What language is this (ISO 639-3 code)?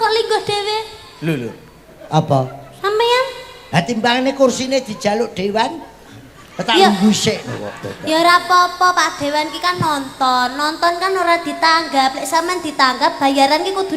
jav